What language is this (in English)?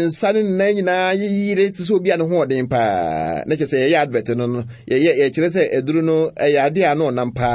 Akan